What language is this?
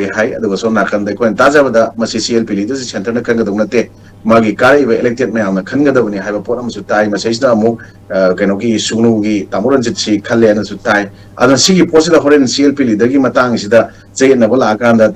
Manipuri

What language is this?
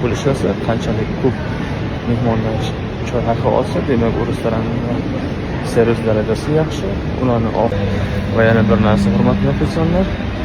Uzbek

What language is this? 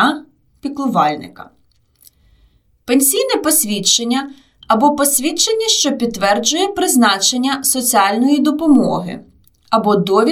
Ukrainian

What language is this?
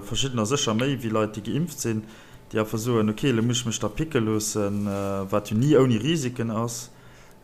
Luxembourgish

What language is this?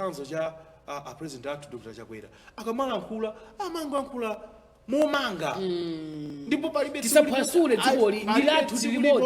Nyanja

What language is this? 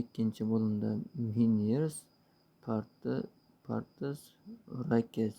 Uzbek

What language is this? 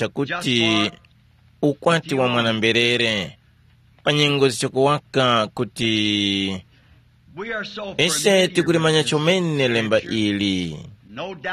Tumbuka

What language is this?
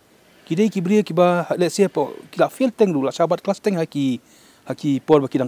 Khasi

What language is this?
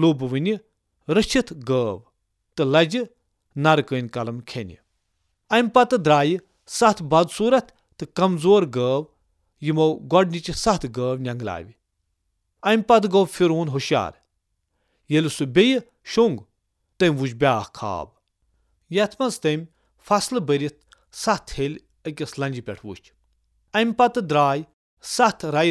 Kashmiri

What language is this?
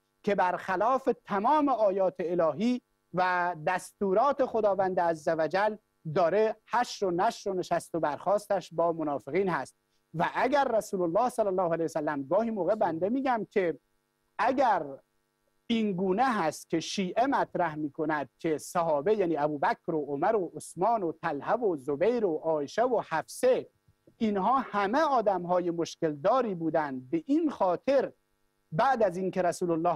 Persian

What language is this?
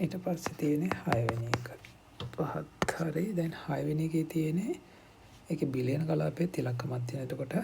Sinhala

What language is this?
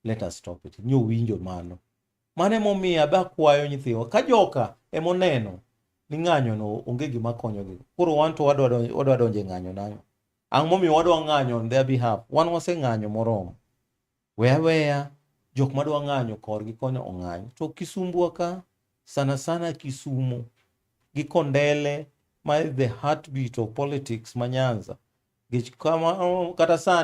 Luo (Kenya and Tanzania)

